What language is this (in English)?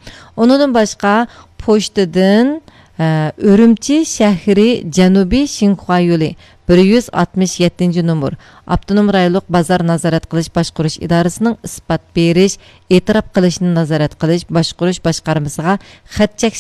Uyghur